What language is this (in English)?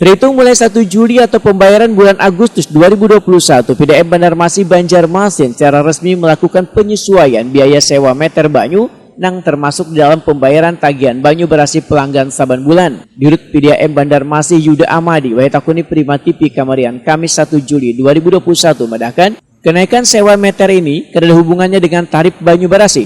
Banjar